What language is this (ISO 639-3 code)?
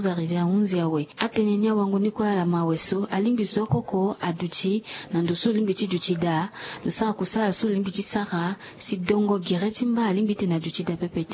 sag